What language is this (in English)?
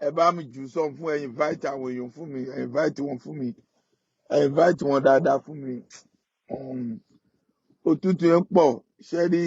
Yoruba